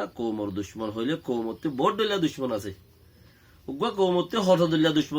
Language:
Rohingya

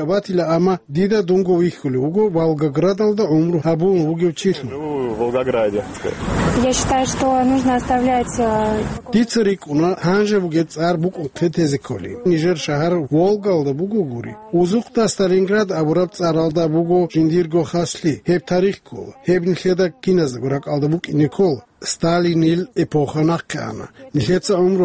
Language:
Avaric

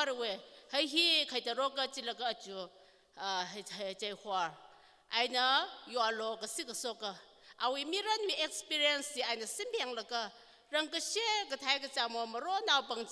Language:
Tangkhul Naga (India)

